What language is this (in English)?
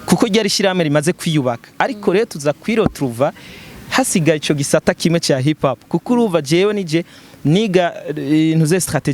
Rundi